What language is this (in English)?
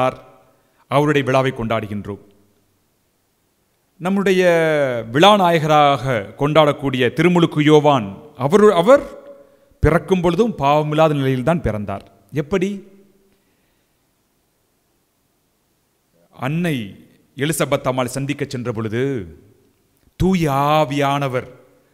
Tamil